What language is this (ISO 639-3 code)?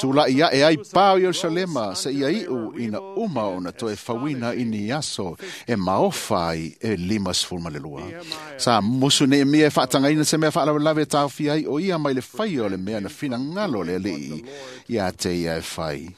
smo